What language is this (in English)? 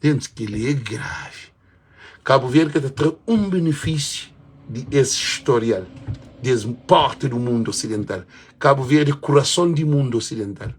Kabuverdianu